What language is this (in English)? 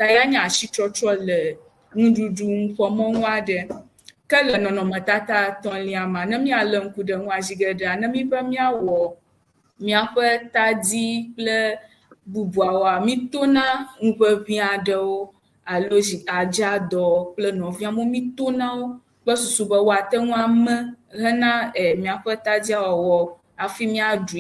Ewe